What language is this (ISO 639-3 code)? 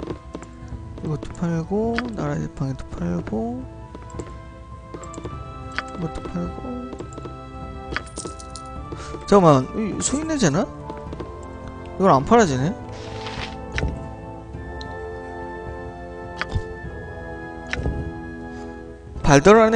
kor